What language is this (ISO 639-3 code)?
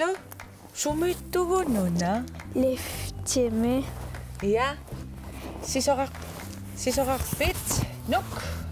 kal